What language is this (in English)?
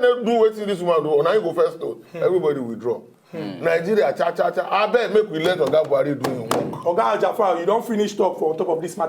Nigerian Pidgin